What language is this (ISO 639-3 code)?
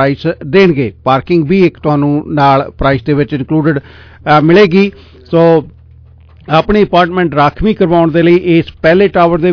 pan